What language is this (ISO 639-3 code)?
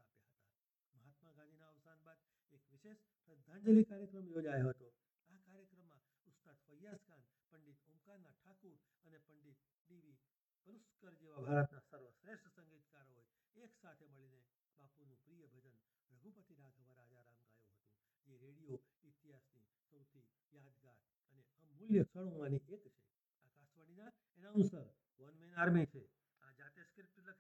guj